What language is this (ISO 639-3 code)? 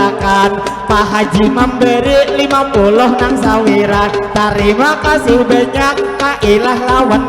bjn